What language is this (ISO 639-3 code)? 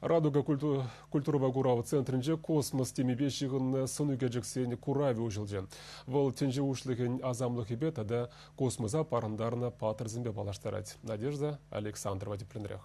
chv